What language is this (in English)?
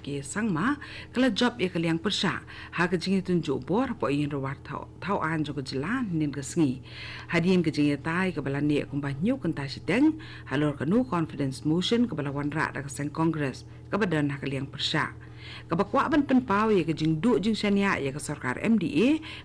Khasi